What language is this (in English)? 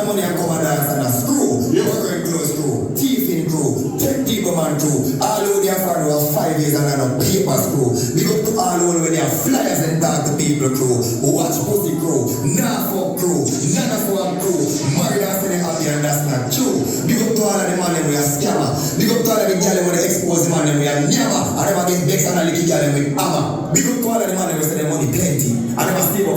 Jamaican Creole English